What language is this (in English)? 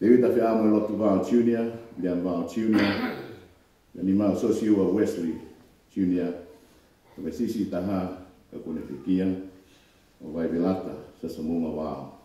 Tongan